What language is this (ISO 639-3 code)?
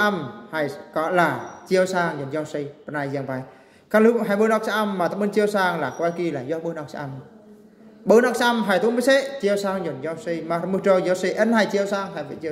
bru